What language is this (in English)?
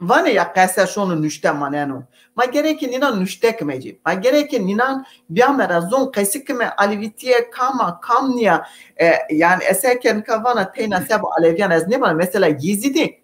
Zaza